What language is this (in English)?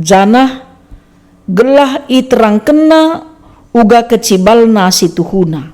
Batak Karo